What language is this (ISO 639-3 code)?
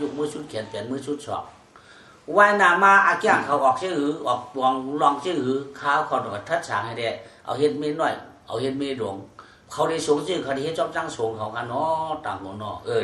shn